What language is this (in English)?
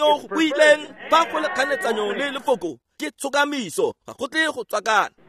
Tswana